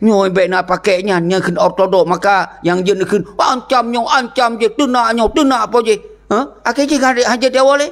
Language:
Achinese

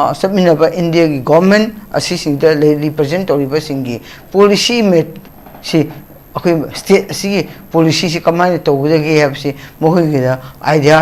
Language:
Manipuri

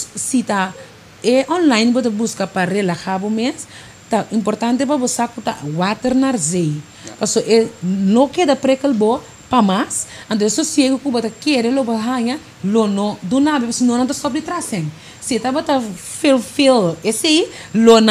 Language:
Papiamento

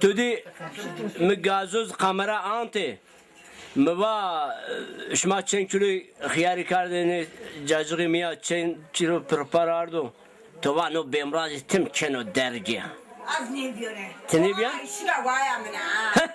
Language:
Zaza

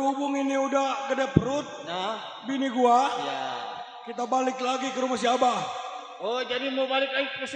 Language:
Betawi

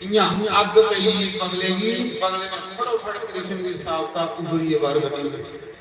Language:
Dogri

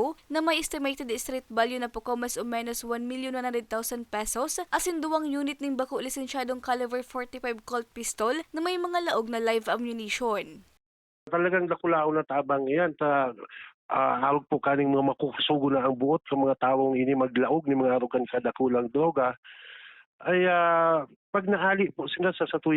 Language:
Bikol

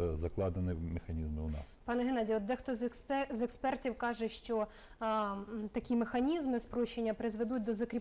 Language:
Ukrainian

